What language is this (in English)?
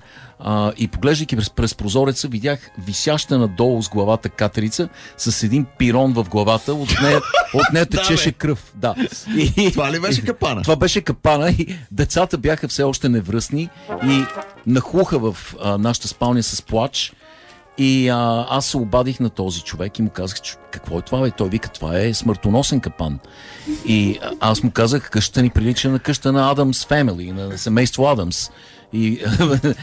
Bulgarian